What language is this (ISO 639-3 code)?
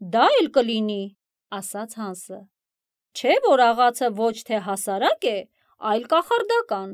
hye